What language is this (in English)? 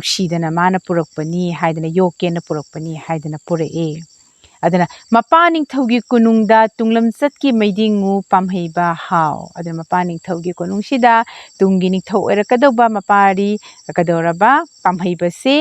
Manipuri